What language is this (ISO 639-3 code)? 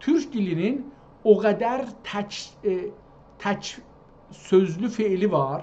azb